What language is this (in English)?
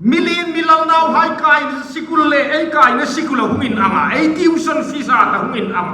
Hmar